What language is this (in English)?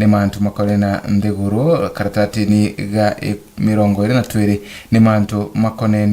Meru